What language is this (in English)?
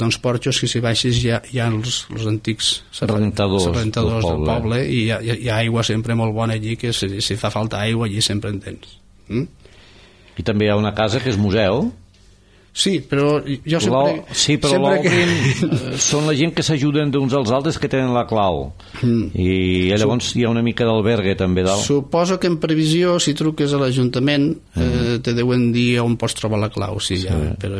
Catalan